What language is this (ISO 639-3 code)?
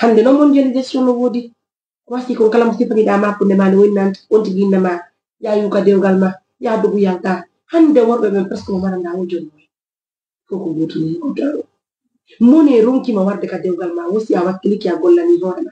ful